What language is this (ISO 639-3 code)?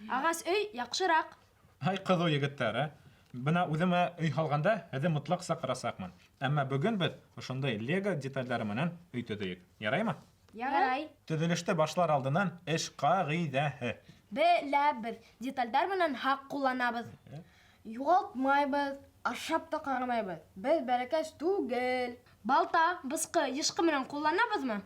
bak